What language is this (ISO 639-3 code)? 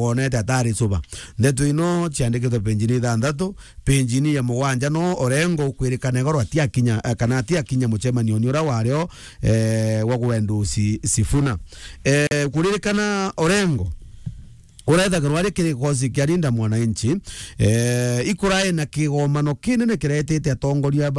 mer